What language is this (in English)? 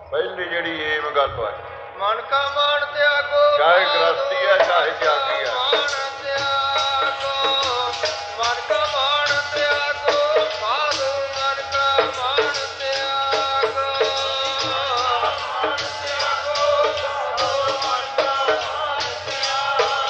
Punjabi